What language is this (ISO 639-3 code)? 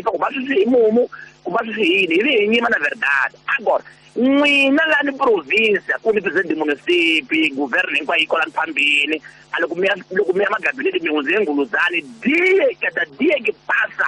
tso